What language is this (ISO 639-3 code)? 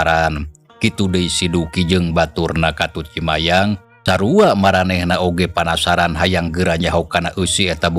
sun